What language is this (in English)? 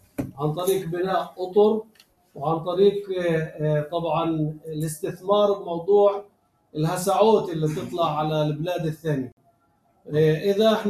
North Levantine Arabic